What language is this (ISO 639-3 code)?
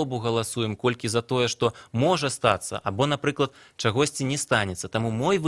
bel